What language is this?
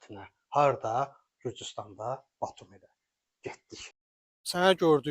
Azerbaijani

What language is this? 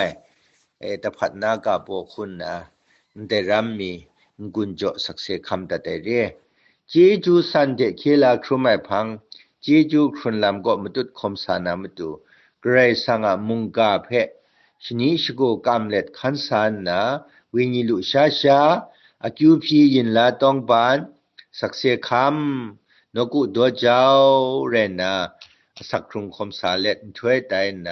Kachin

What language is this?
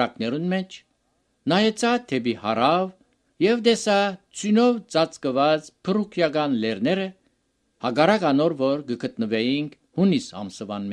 Armenian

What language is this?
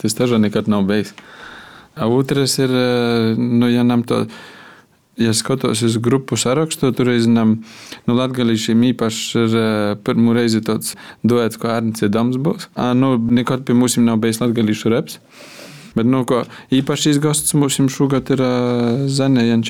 Latvian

